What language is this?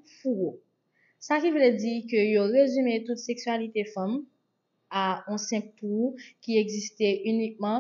Haitian Creole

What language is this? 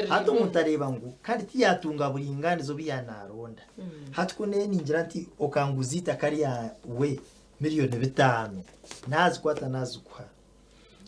Nyankole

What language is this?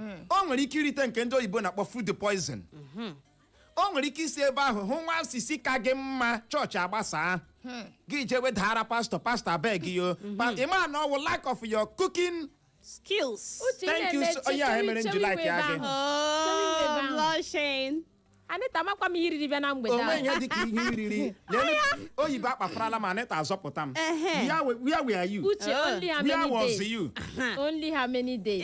Igbo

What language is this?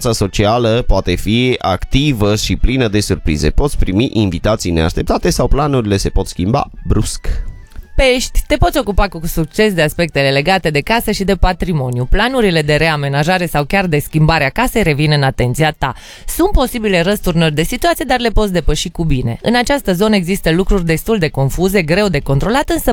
Romanian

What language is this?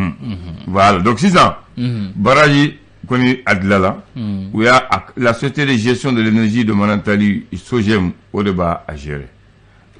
Bambara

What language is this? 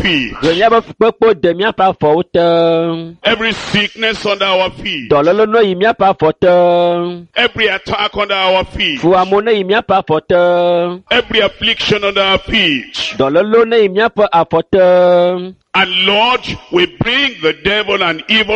Ewe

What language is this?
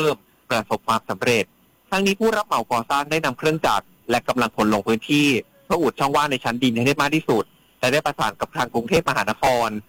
Thai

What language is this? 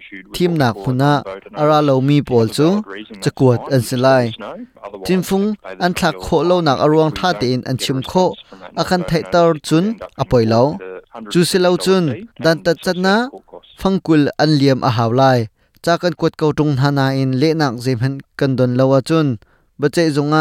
Hakha Chin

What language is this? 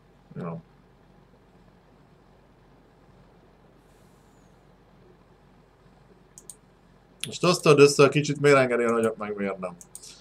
Hungarian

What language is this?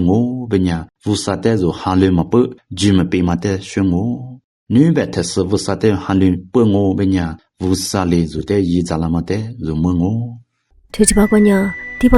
Lisu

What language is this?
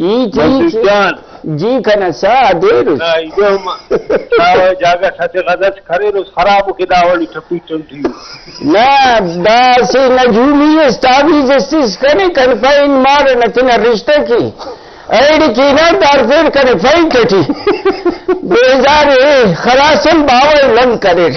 Brahui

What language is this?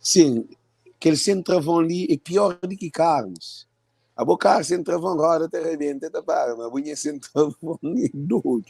Kabuverdianu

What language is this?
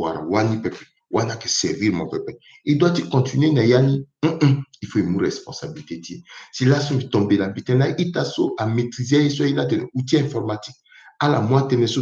Sango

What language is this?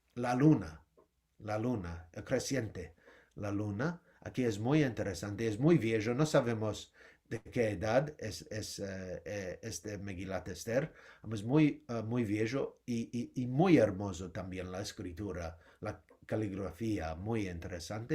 Ladino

